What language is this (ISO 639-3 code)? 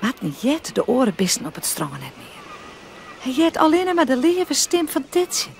fry